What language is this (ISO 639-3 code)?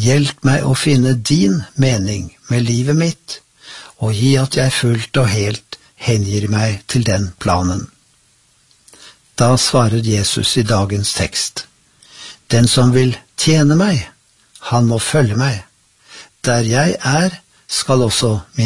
nor